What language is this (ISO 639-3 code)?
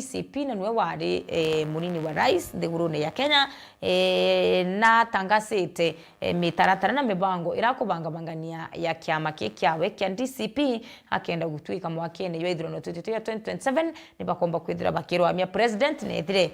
mer